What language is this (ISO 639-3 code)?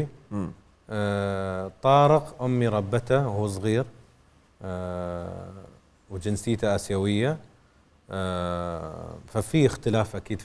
acm